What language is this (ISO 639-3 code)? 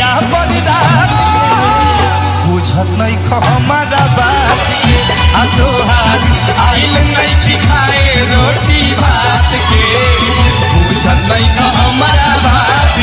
bho